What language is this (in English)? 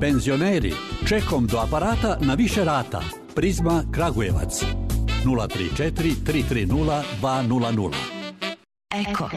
Serbian